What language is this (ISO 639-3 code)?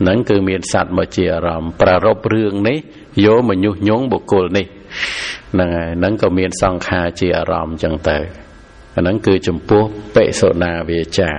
khm